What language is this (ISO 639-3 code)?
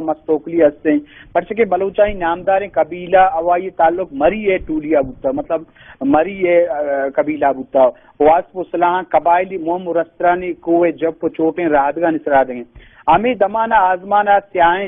bal